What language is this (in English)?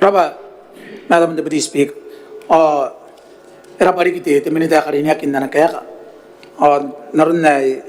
Gilbertese